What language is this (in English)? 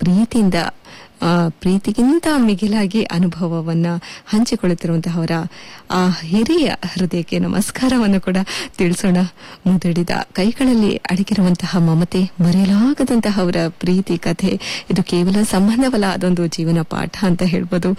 Kannada